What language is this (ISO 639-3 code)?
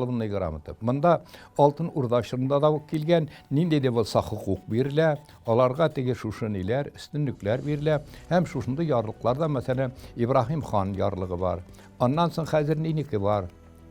tat